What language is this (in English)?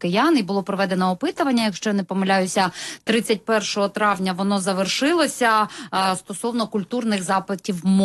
Ukrainian